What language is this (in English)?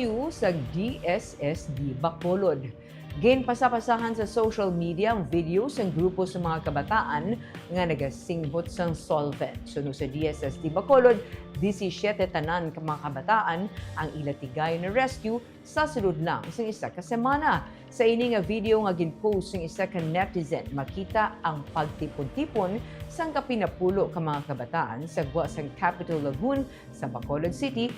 Hiligaynon